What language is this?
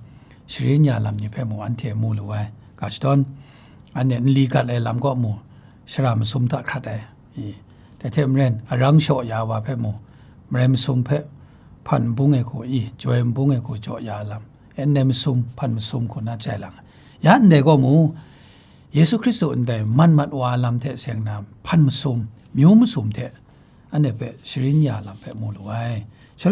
Kachin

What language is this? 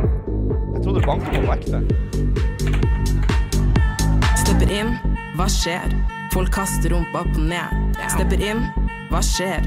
Norwegian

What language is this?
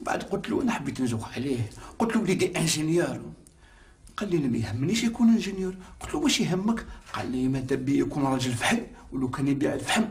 Algerian Arabic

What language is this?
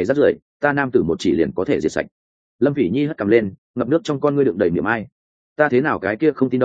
Vietnamese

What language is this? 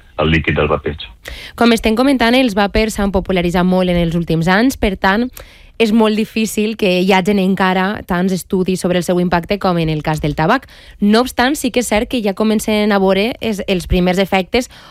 Catalan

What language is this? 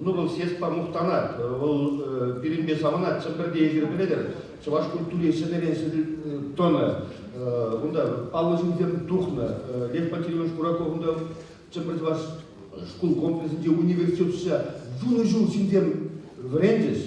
Chuvash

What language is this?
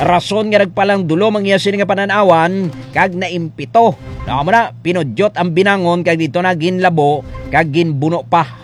Hiligaynon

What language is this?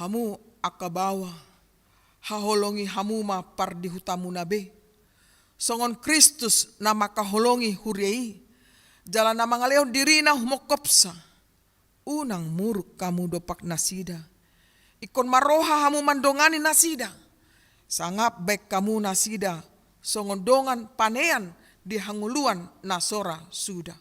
Batak Toba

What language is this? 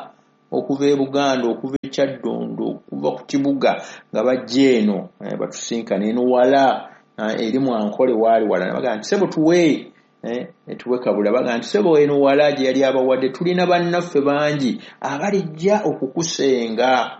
Ganda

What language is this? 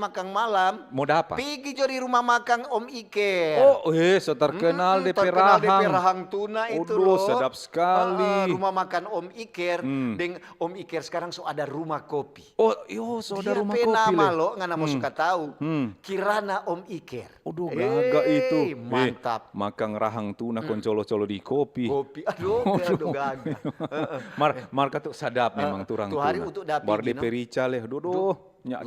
Manado Malay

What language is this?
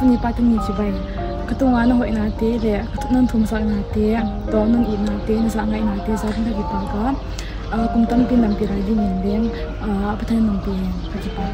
Paite Chin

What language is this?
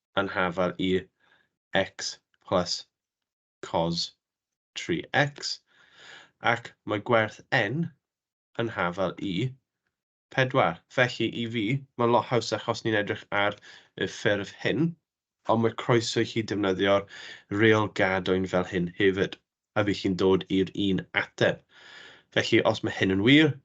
Welsh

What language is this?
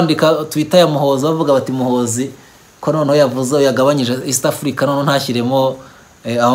Kinyarwanda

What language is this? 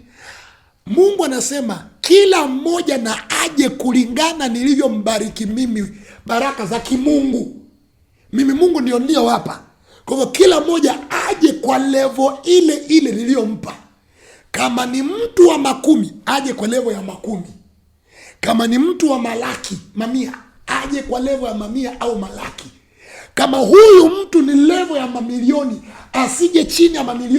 Swahili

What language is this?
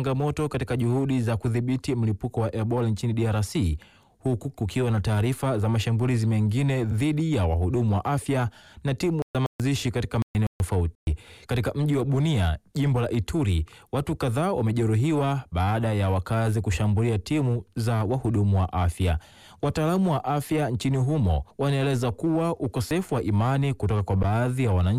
Swahili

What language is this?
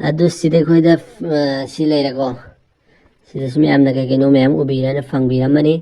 Manipuri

